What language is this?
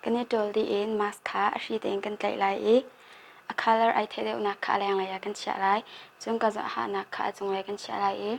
Hakha Chin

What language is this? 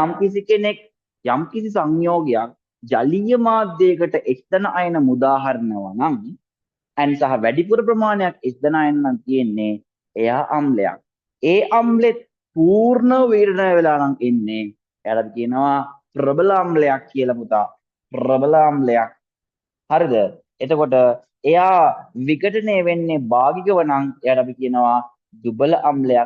Sinhala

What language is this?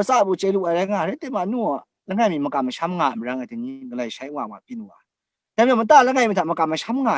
Kachin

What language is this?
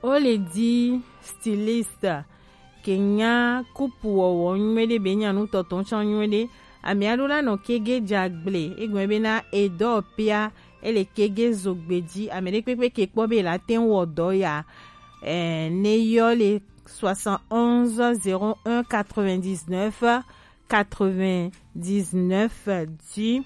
Gen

